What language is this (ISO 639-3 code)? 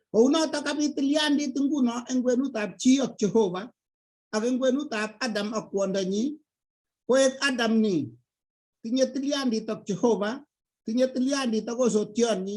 kln